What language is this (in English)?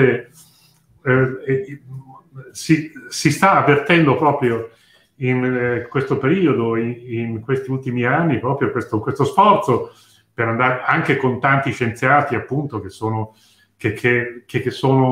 Italian